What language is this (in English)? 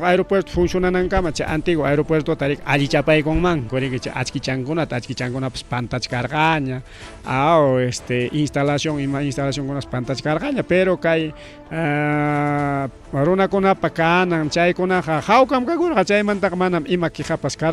Ayacucho Quechua